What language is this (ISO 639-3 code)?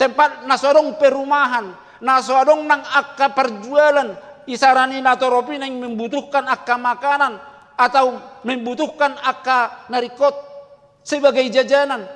bbc